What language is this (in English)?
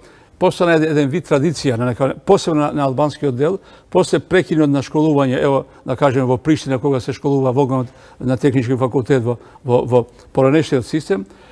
Macedonian